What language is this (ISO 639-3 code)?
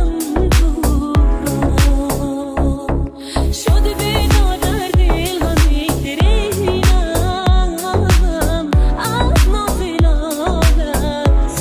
fas